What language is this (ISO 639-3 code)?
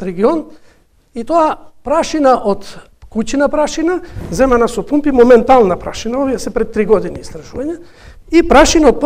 mkd